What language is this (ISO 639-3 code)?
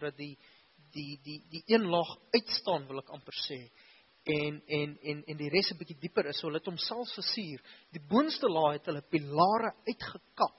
afr